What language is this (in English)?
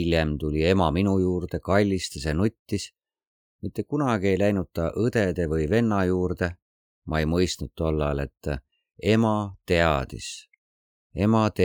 Estonian